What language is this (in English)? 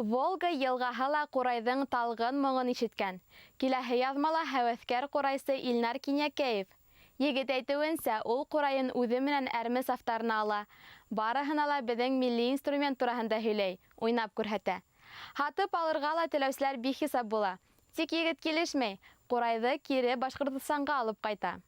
Bashkir